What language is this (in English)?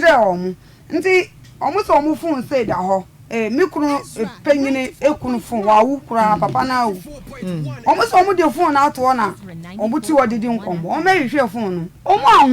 Akan